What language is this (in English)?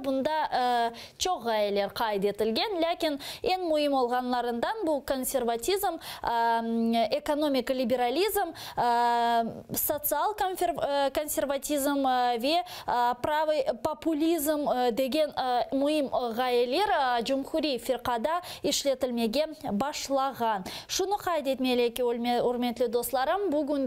Crimean Tatar